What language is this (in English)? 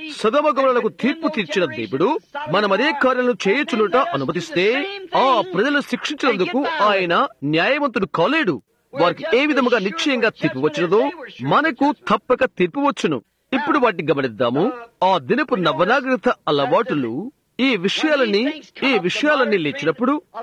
Telugu